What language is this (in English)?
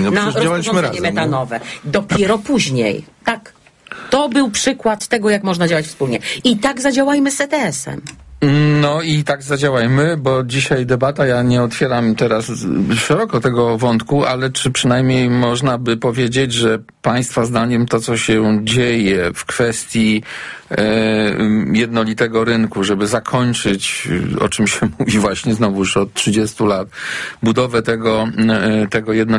Polish